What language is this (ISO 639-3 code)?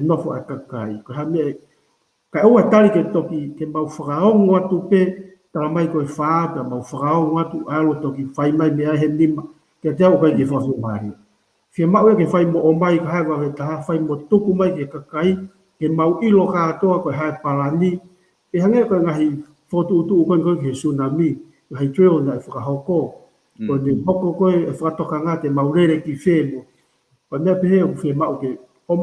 ton